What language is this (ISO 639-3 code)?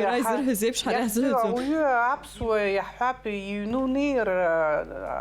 abk